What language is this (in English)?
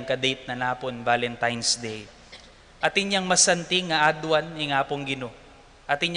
Pampanga